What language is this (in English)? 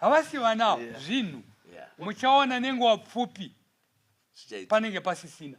Shona